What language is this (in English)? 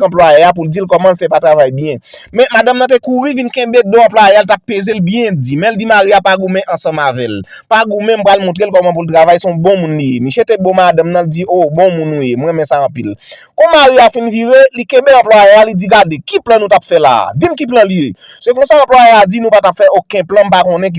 Haitian Creole